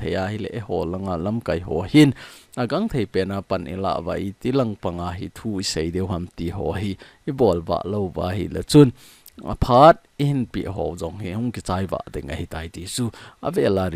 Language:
Thado Chin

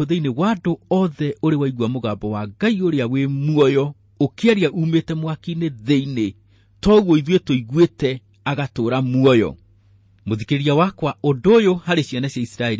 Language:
Kikuyu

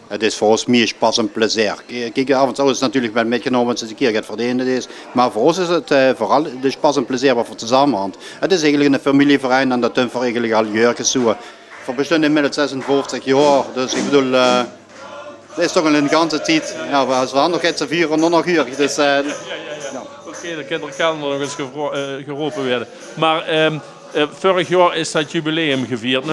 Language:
Limburgish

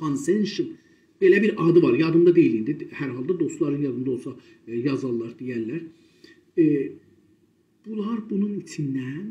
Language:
South Azerbaijani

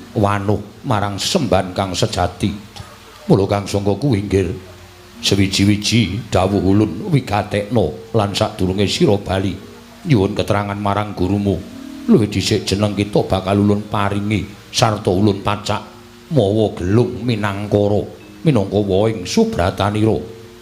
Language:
Javanese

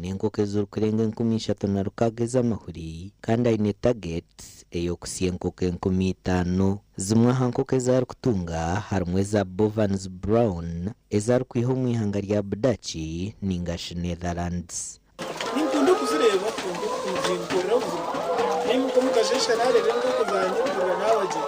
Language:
Nyankole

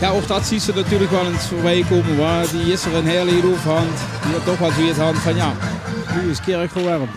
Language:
Limburgish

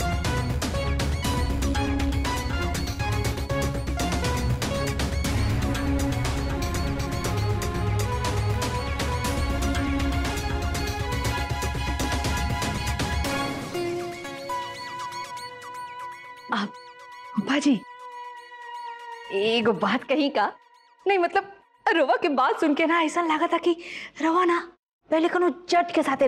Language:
Bhojpuri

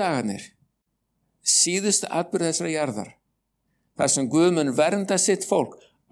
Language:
Icelandic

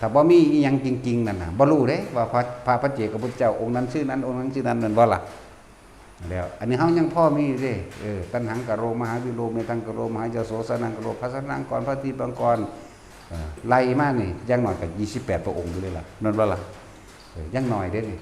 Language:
Northeastern Thai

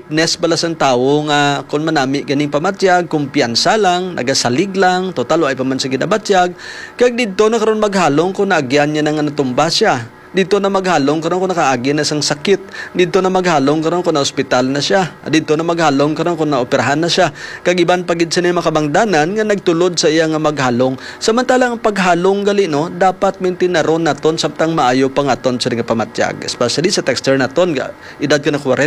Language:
Hiligaynon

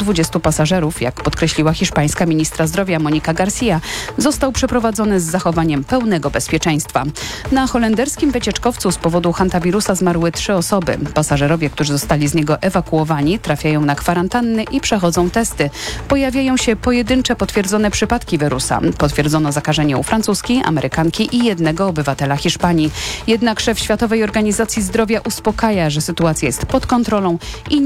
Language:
Polish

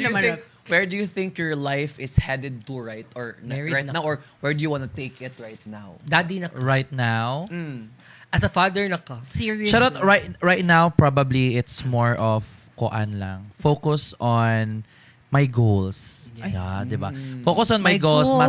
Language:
Cebuano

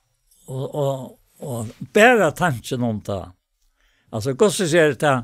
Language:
Faroese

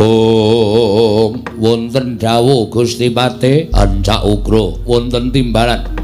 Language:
Javanese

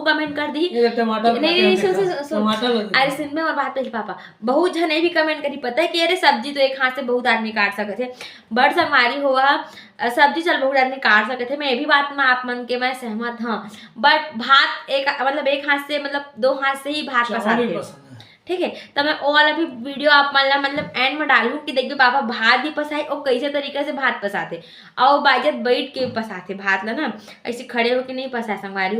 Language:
Chhattisgarhi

